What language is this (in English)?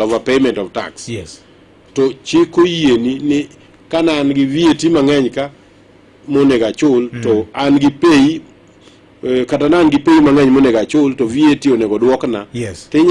Luo (Kenya and Tanzania)